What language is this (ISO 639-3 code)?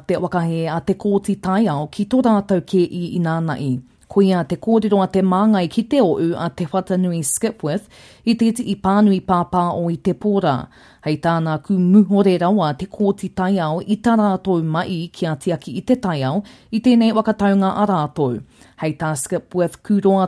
mri